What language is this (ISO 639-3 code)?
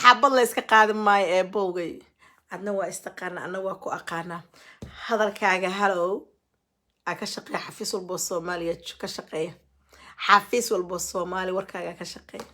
som